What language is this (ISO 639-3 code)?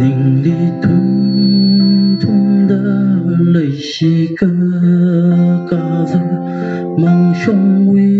nmf